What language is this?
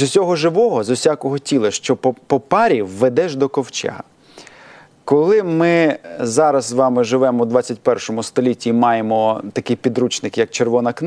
Ukrainian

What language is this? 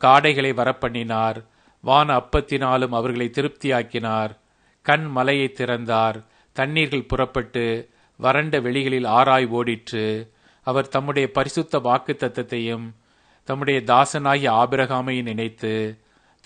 Tamil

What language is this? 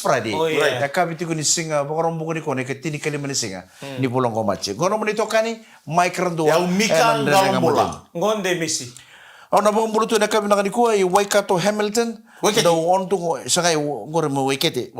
Fijian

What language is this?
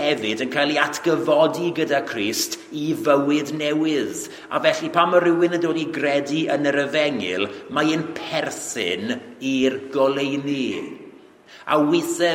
Welsh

